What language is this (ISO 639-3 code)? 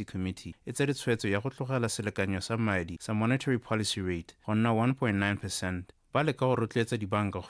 tsn